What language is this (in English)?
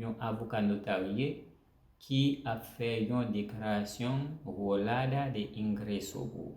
Haitian Creole